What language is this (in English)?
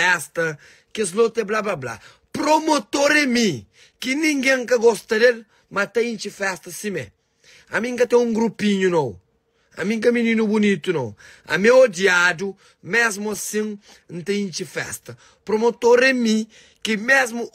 Kabuverdianu